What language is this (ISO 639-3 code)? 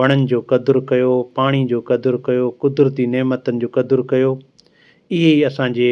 snd